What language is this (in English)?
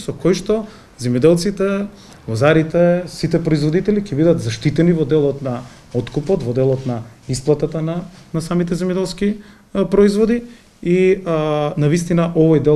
Macedonian